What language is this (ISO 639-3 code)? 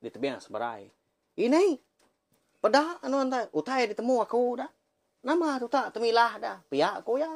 iba